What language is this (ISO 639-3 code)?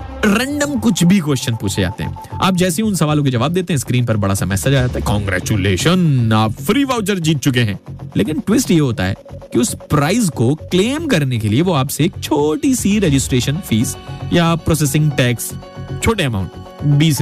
hin